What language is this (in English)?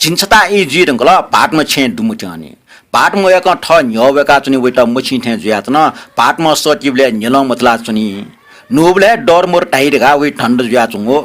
Newari